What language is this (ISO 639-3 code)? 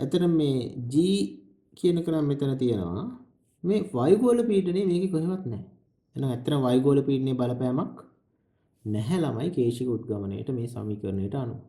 sin